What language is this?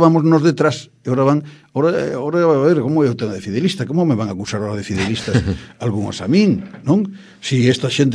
Galician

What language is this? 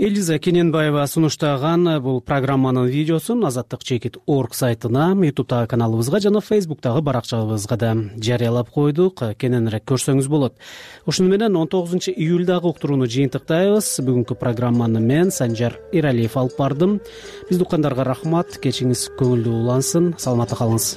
Kyrgyz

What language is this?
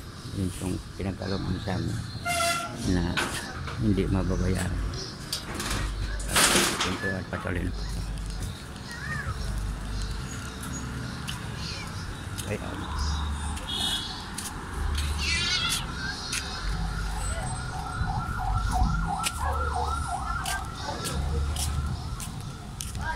Filipino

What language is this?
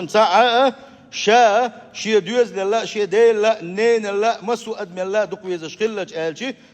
Chechen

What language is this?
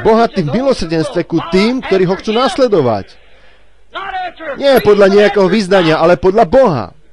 Slovak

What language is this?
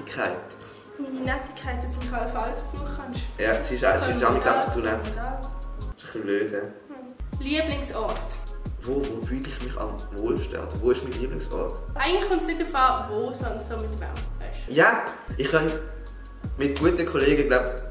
Swiss German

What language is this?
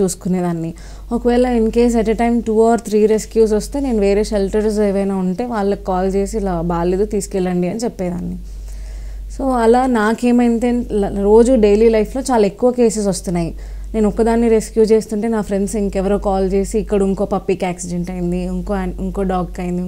Telugu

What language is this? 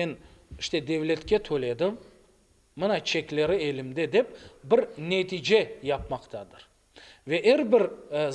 Crimean Tatar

